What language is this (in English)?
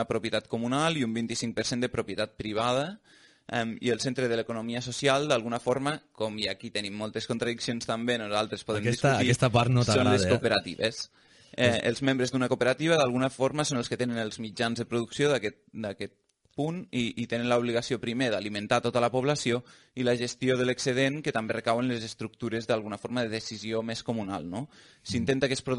Catalan